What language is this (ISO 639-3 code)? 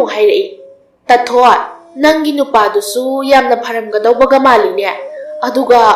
mni